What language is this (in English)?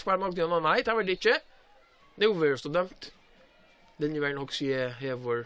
Faroese